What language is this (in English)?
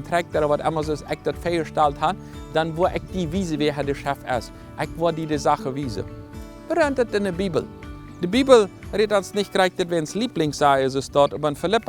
Plautdietsch